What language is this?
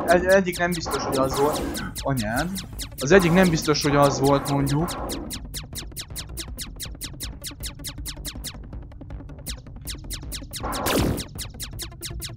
Hungarian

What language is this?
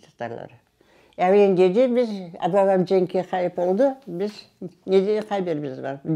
Crimean Tatar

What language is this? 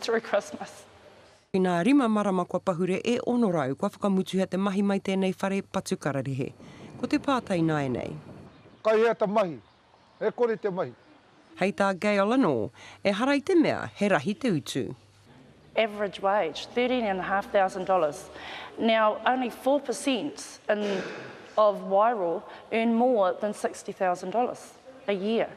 Māori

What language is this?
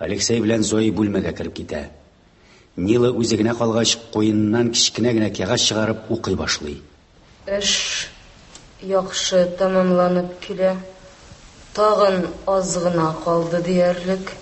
Tatar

